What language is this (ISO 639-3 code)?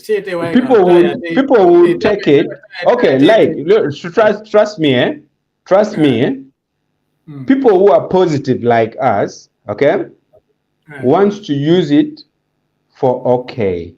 ach